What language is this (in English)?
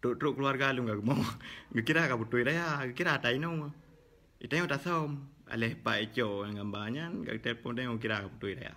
Achinese